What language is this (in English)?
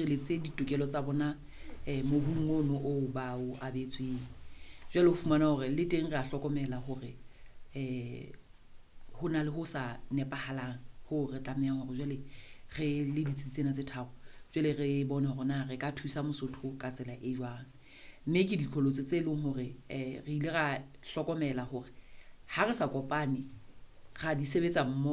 Southern Sotho